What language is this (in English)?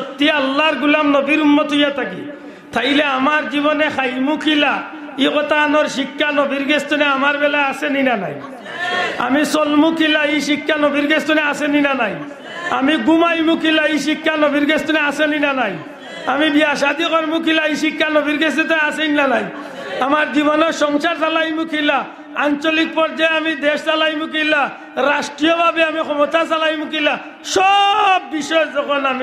Sylheti